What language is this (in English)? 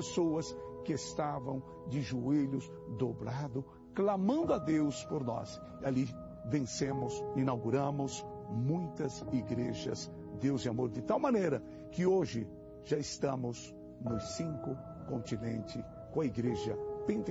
Portuguese